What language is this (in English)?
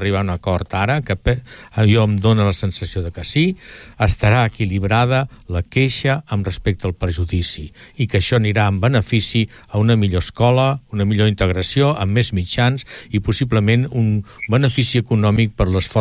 Catalan